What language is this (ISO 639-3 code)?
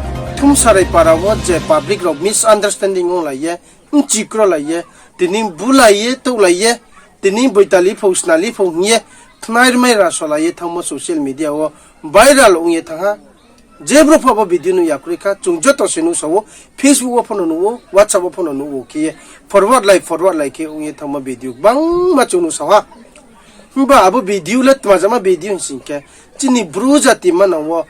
ria